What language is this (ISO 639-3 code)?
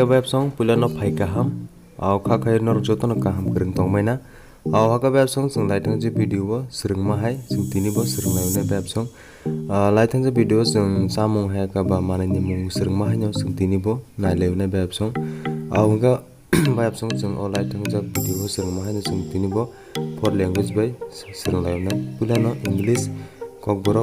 trp